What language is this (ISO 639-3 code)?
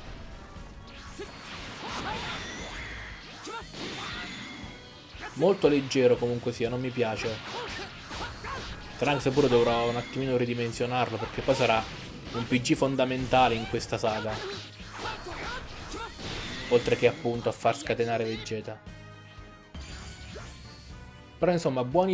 ita